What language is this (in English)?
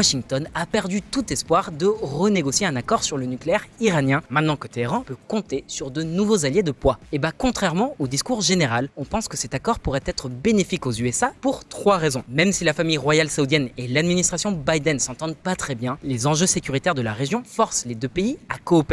French